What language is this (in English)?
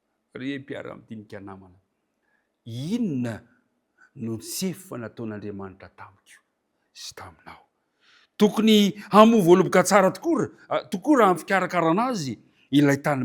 Malagasy